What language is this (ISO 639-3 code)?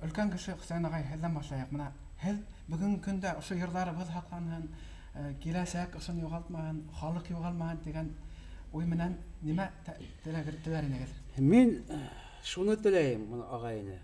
bak